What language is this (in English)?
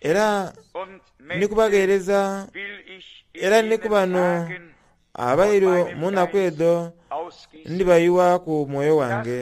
Soga